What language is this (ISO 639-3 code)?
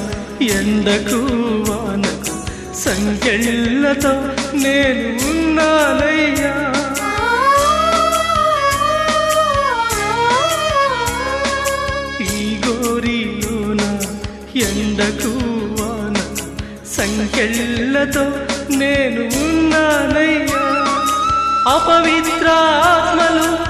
tel